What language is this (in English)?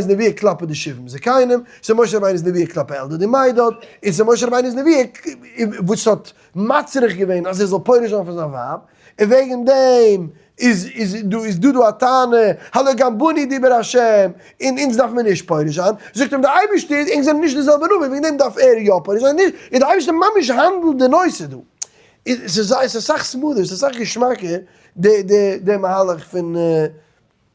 Yiddish